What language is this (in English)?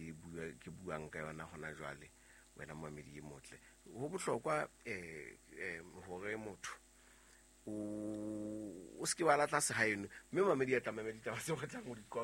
Southern Sotho